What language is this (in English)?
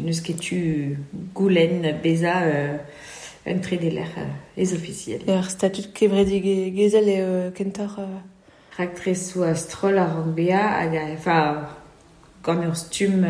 Breton